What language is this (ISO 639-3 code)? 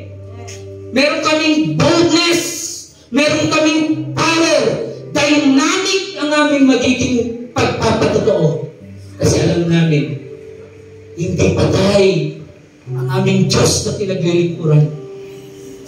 fil